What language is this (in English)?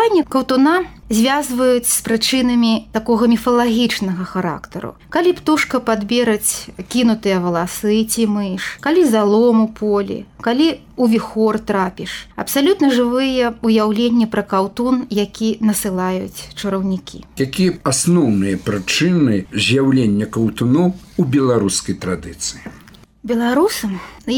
Belarusian